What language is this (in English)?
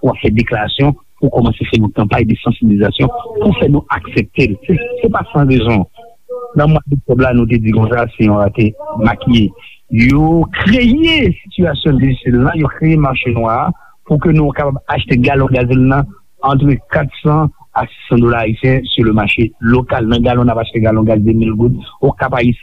Haitian Creole